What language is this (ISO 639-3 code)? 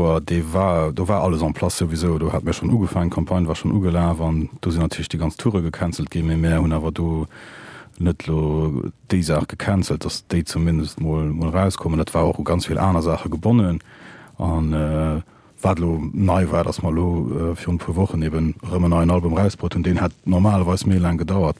ltz